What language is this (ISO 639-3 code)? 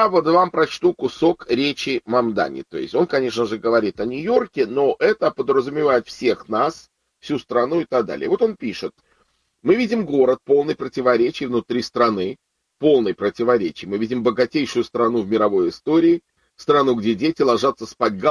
rus